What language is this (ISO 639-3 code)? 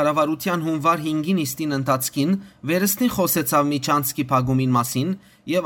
hyw